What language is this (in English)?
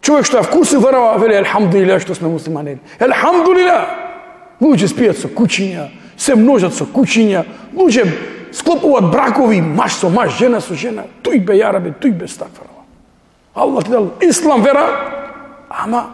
Macedonian